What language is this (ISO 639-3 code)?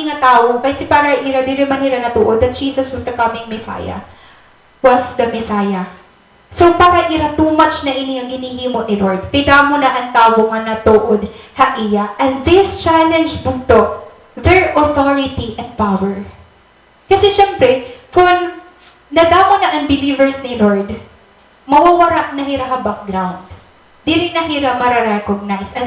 war